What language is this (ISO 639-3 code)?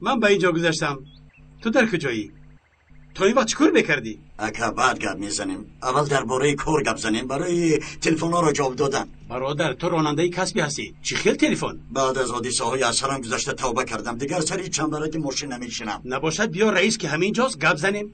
tgk